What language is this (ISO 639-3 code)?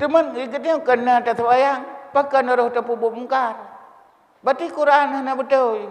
ace